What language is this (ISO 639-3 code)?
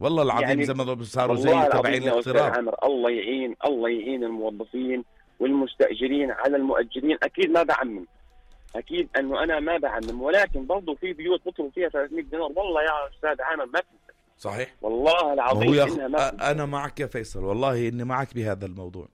apc